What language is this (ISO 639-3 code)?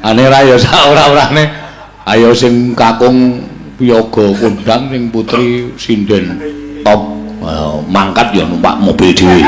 jav